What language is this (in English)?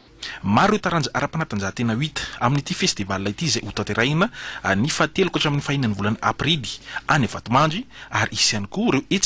Malagasy